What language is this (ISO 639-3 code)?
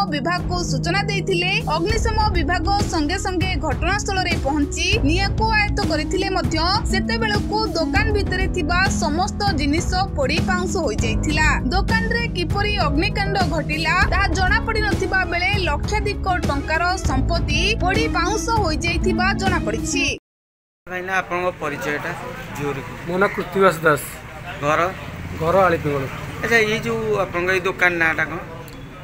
ori